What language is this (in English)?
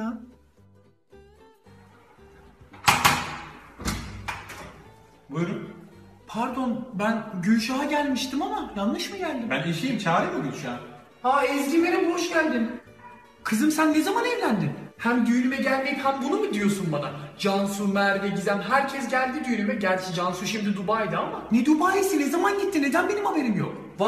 Turkish